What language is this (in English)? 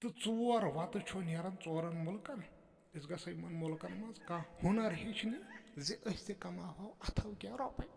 Kashmiri